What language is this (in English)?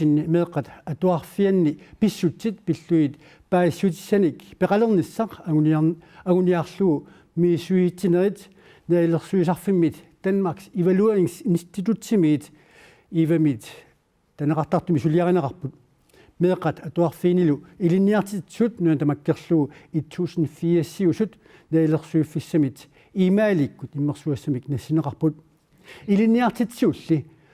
Kalaallisut